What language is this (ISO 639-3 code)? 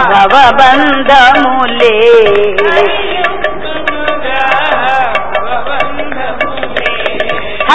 tel